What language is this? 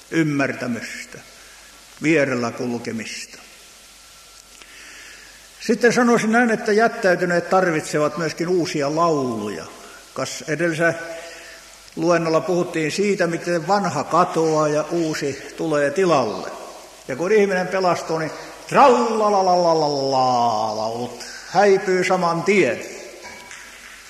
Finnish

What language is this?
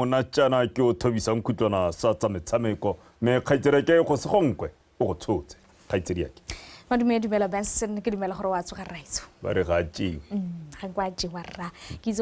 Tswana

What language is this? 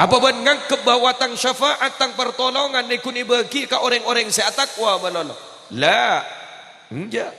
Madurese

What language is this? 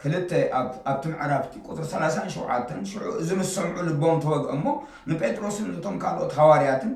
Tigrinya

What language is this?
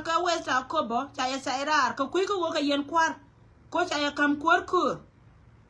Nuer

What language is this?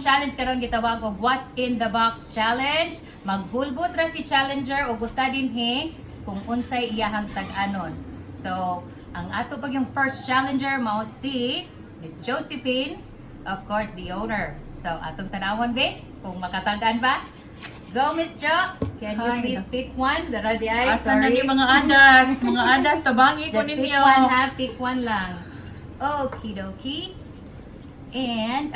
Cebuano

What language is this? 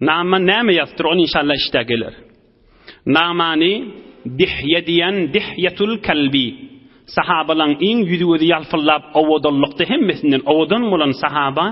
Turkmen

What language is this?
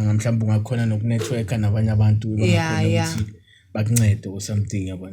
Zulu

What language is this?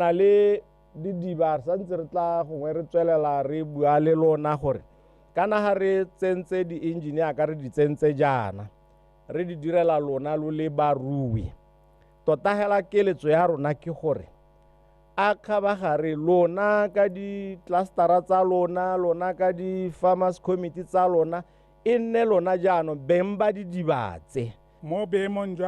Tswana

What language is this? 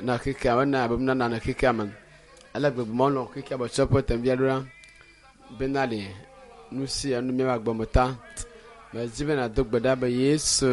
Ewe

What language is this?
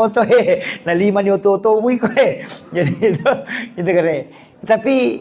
Buginese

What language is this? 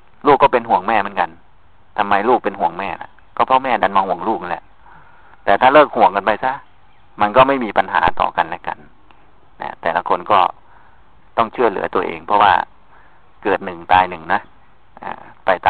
Thai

